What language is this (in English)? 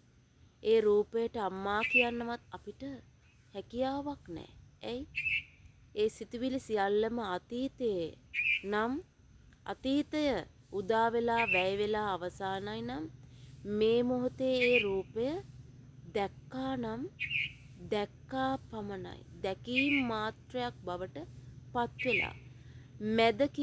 Sinhala